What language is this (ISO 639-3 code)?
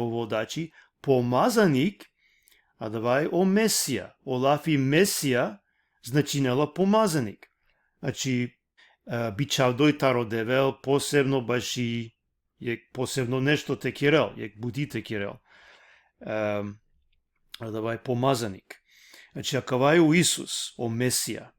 rmn